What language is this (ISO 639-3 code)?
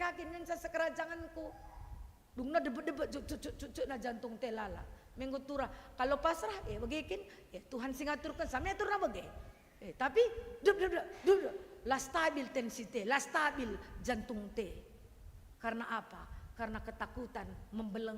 btx